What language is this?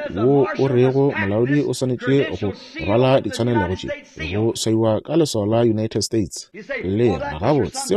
Northern Sotho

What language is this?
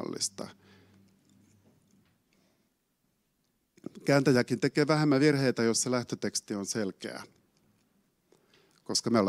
Finnish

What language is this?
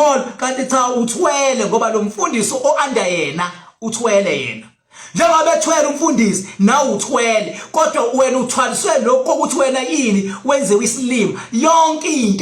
Zulu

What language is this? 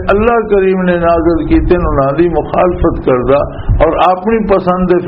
Western Panjabi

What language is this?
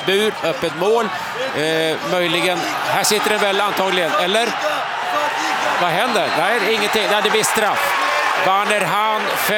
Swedish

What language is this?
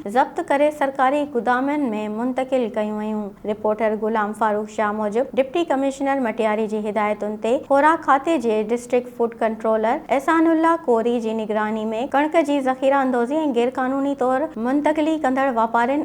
Sindhi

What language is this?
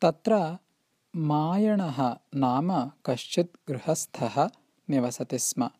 Sanskrit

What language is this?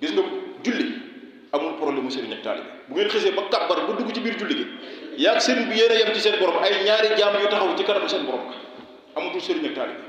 Wolof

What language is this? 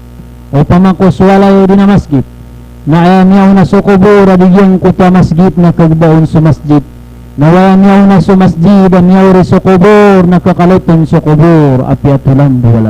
Maranao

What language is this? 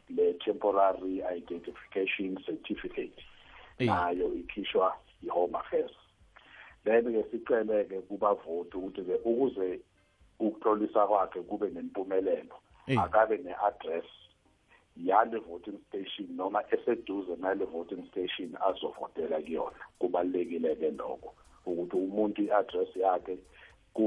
South Ndebele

